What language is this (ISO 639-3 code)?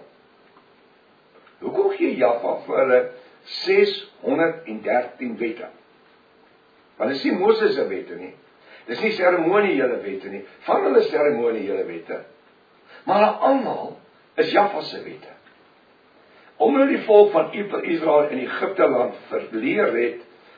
afr